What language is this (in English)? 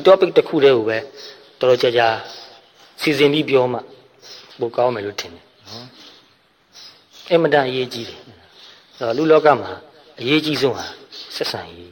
Burmese